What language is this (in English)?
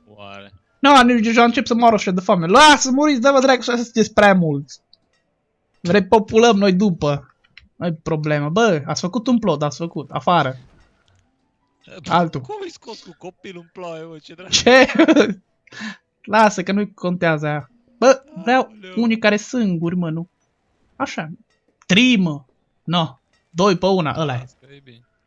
Romanian